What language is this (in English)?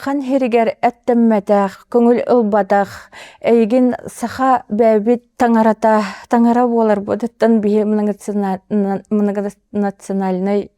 Yakut